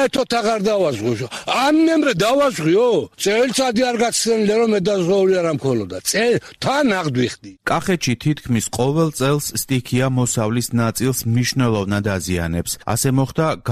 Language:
Georgian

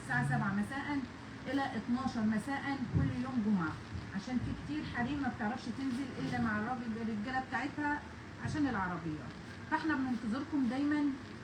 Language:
Egyptian Arabic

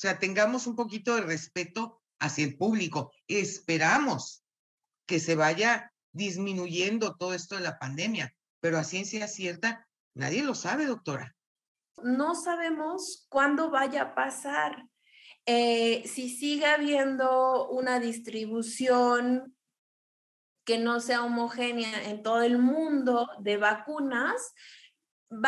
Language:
Spanish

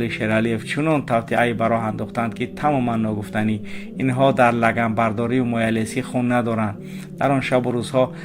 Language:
Tajik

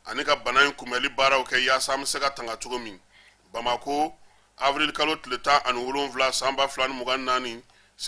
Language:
Bambara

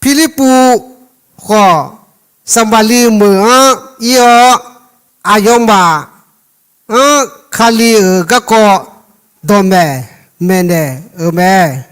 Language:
Akha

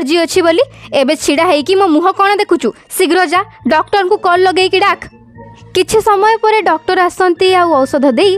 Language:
Odia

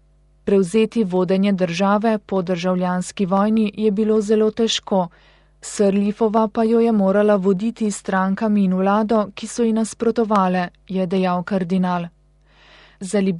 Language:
Slovenian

